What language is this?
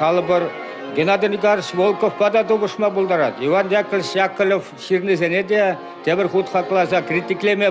Chuvash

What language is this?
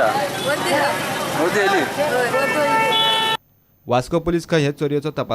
Konkani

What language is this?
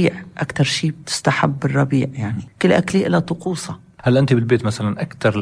North Levantine Arabic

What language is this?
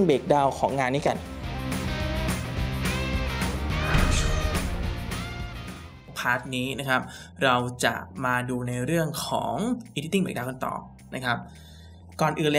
Thai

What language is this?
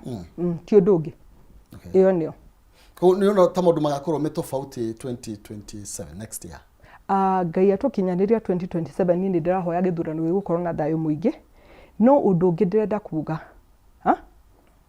Kikuyu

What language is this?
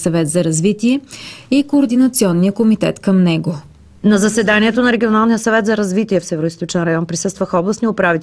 Bulgarian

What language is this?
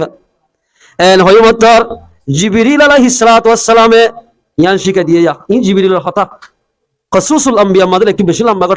Rohingya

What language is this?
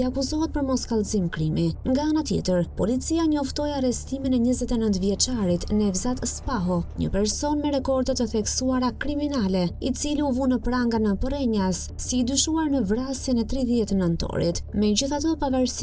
Albanian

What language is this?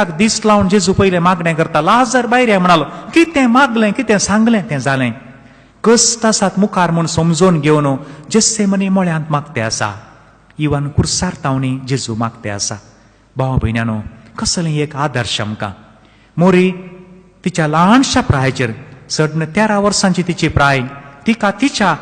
Konkani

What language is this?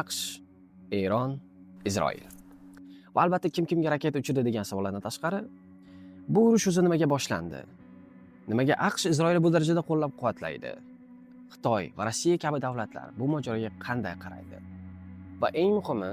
Uzbek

